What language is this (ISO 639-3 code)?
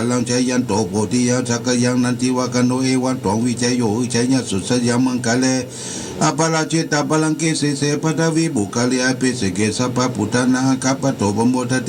pli